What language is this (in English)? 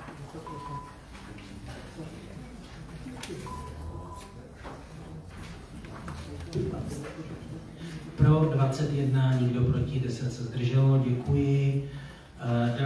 Czech